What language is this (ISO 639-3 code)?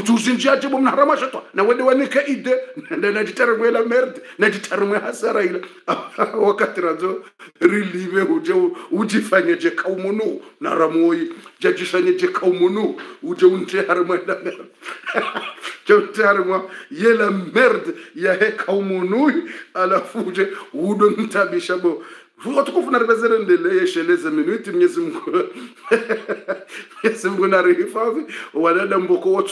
swa